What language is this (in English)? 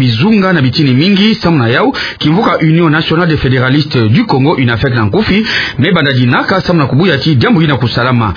Kituba (Democratic Republic of Congo)